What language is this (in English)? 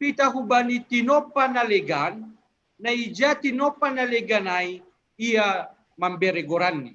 Batak Simalungun